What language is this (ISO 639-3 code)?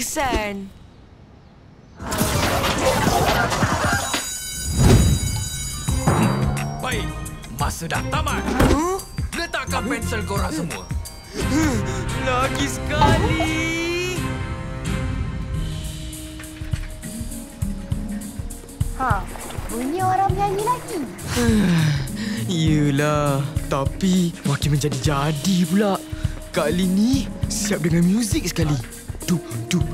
msa